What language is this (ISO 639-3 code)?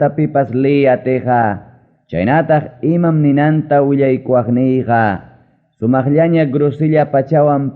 quy